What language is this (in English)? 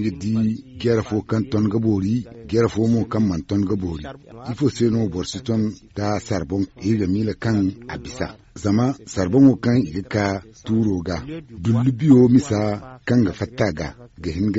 Zarma